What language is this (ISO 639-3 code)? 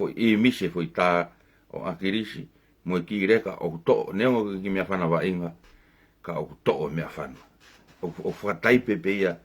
ton